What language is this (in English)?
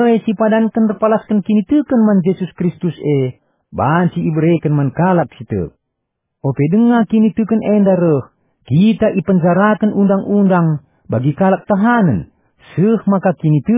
Batak Karo